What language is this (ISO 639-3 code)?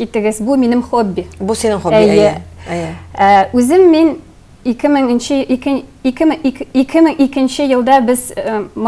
tat